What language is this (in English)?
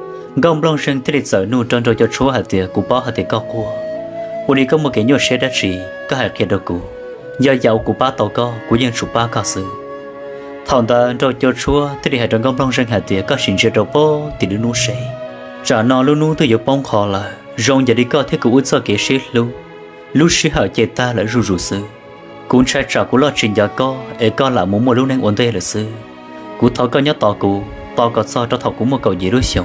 Hmong